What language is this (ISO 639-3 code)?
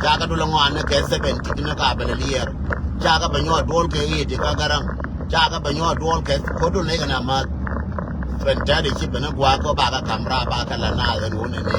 nus